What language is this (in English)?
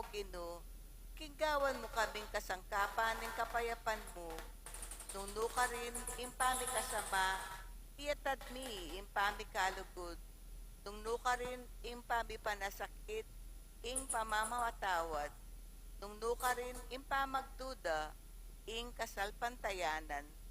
Pampanga